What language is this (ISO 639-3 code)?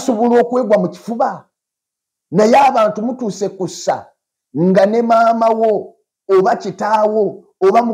lug